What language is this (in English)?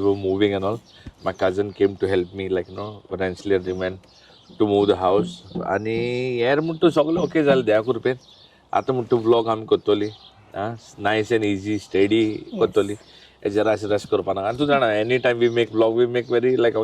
Konkani